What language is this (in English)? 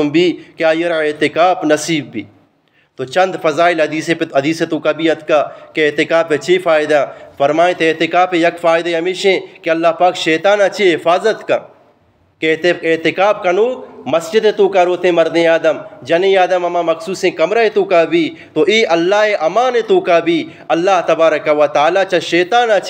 Eastern Balochi